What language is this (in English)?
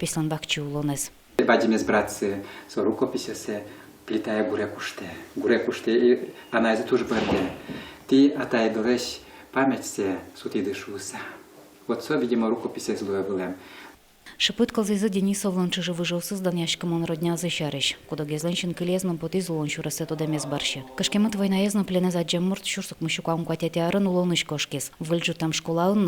Udmurt